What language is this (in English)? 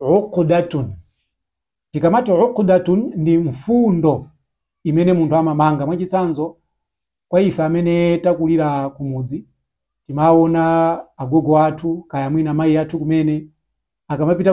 Nyanja